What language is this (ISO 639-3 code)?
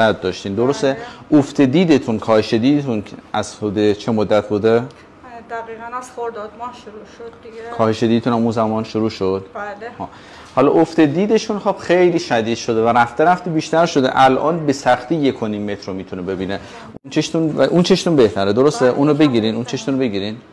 fas